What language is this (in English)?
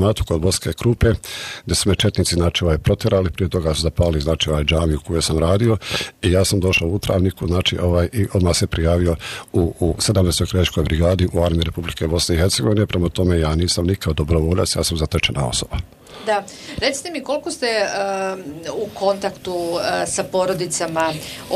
Bosnian